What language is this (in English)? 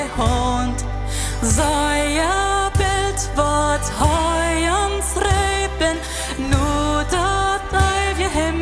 Plautdietsch